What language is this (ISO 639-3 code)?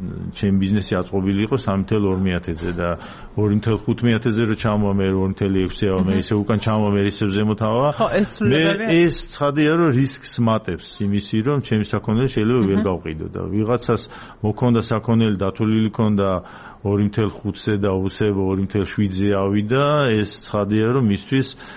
kat